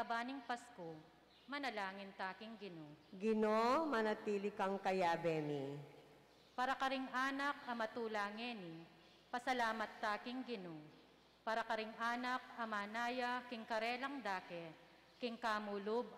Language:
Pampanga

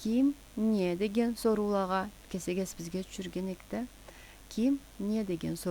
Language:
Karachay-Balkar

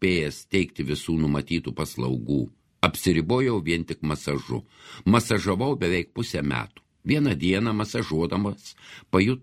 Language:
Lithuanian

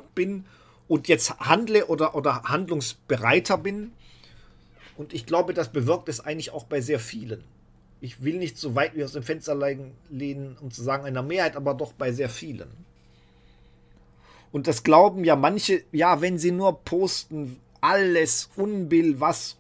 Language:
German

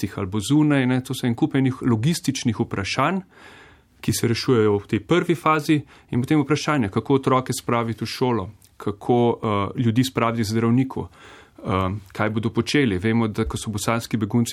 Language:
Slovenian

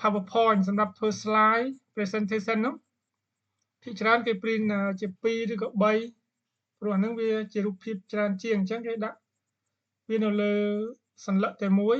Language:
Khmer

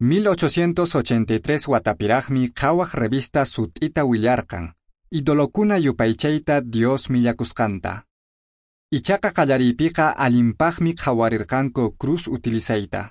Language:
Quechua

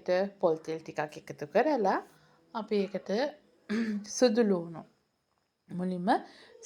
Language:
Sinhala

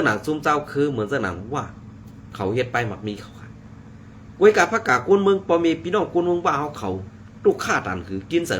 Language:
Shan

